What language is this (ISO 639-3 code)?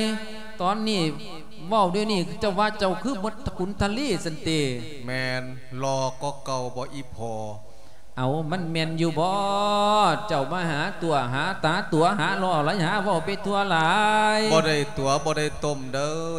lao